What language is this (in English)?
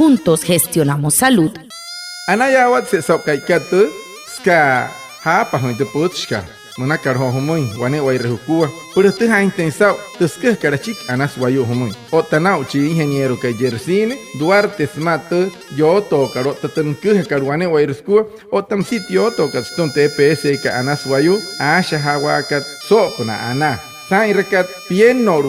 Wayuu